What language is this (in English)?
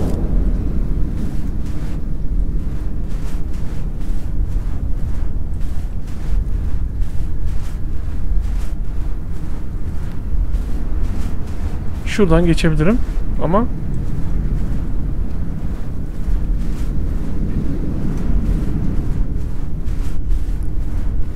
Turkish